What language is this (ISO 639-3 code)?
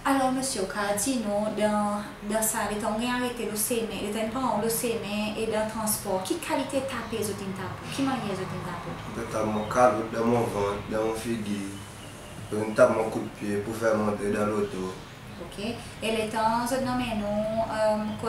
crs